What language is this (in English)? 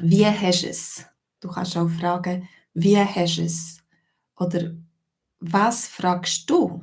Swiss German